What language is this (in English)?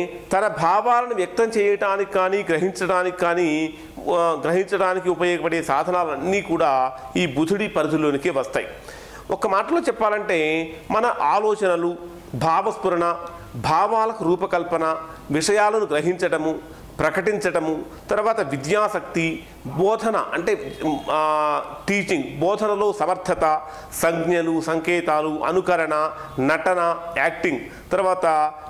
Telugu